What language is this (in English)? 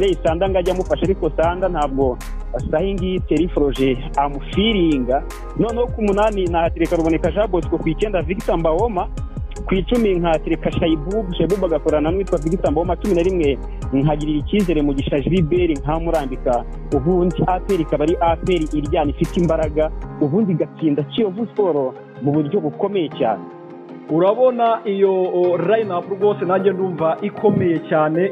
Kinyarwanda